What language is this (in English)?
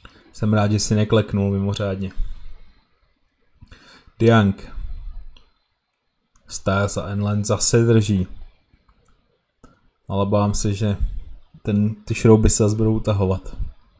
Czech